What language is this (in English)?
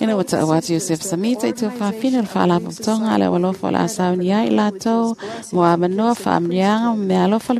Samoan